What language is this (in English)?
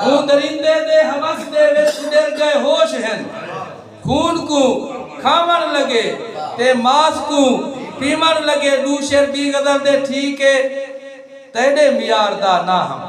Saraiki